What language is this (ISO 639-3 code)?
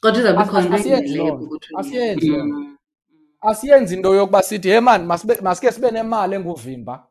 xho